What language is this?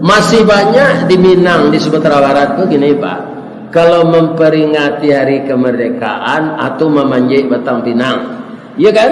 Minangkabau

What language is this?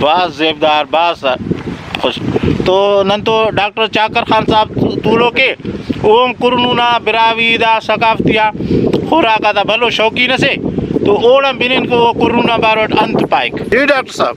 Brahui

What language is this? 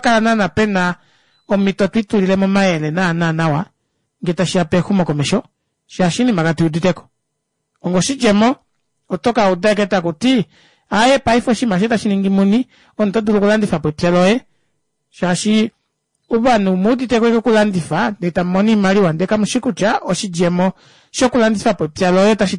Kuanyama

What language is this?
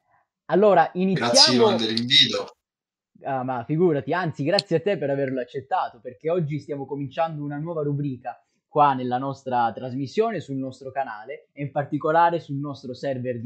Italian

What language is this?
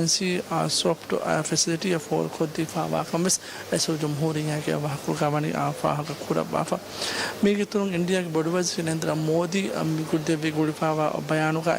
Divehi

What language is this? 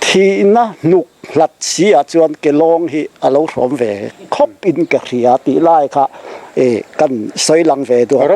Mizo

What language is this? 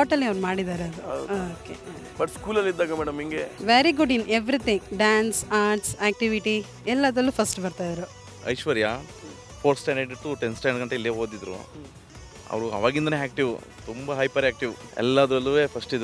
Kannada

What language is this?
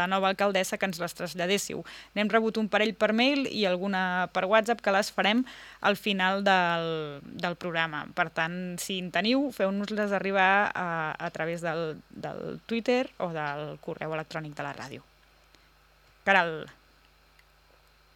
Catalan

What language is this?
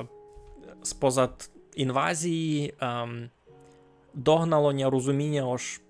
Rusyn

